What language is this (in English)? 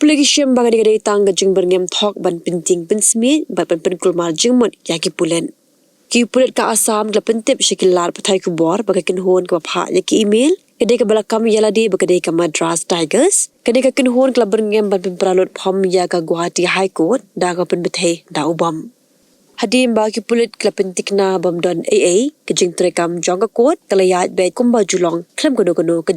Khasi